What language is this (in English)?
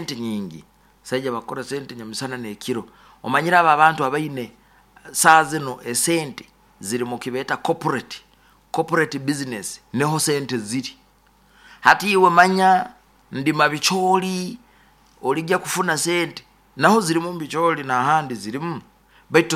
Nyoro